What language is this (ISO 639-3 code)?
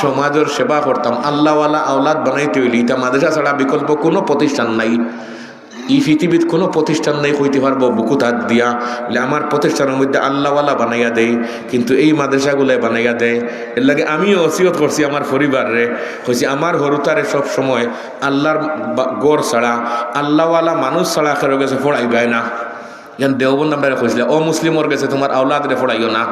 syl